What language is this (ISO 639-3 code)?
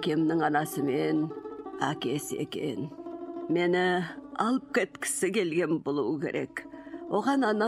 kaz